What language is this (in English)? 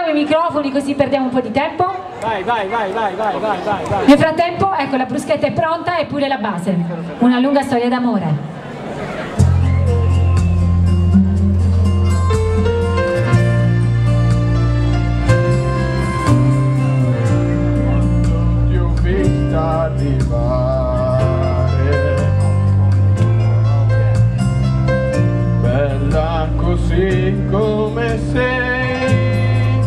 Italian